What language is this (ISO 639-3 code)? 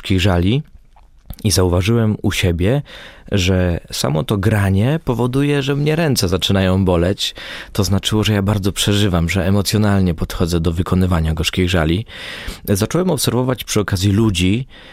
pol